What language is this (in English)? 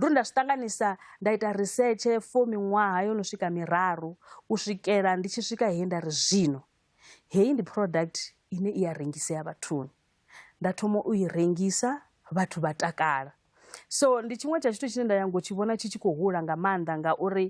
Venda